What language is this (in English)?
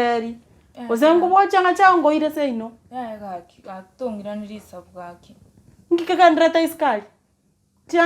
Gusii